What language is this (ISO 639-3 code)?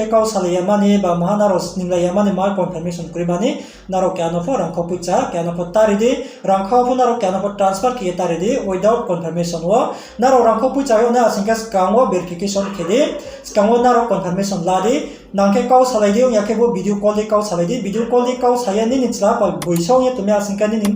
ria